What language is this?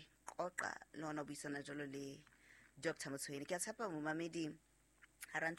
Southern Sotho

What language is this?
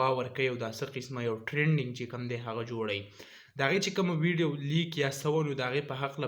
Pashto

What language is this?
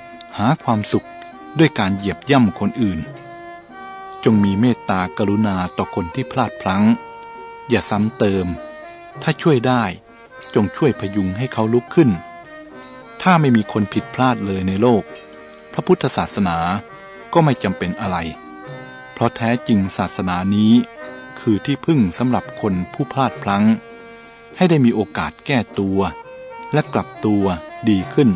Thai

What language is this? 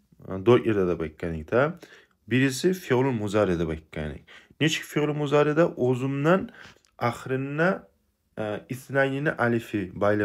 Kumyk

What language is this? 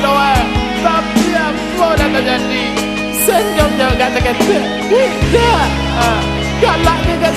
Minangkabau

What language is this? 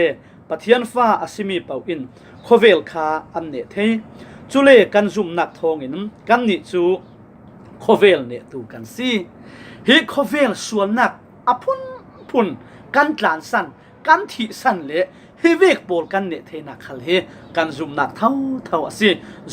Falam Chin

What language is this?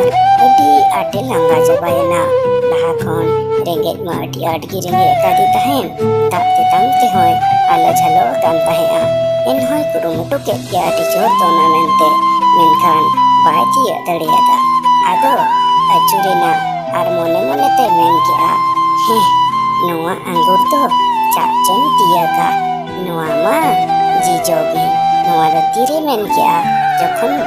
Santali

